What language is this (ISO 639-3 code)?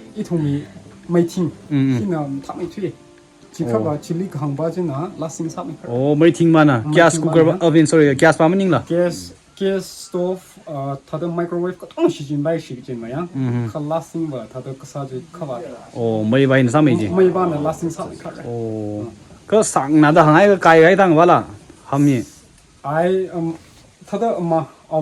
nmf